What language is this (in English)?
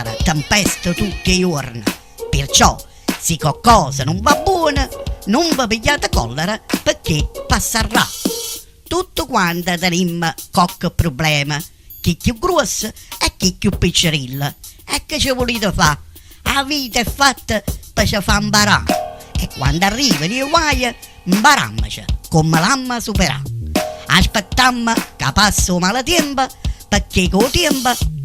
Neapolitan